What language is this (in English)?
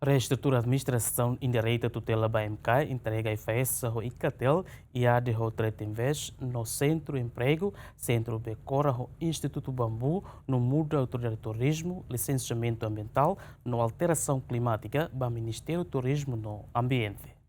Tetum